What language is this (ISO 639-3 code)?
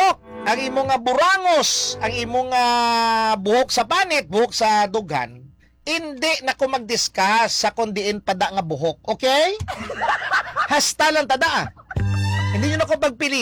hil